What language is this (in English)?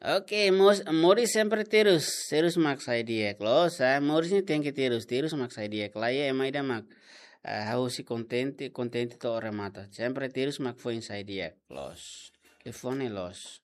Tetum